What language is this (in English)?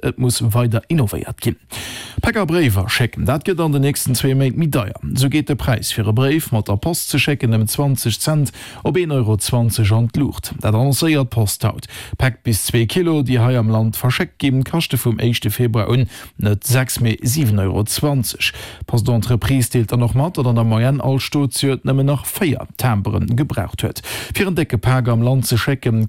Luxembourgish